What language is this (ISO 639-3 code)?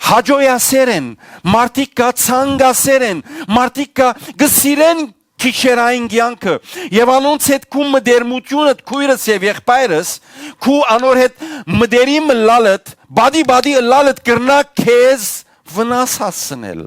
hyw